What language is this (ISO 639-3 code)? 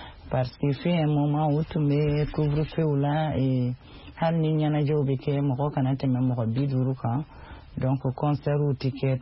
bam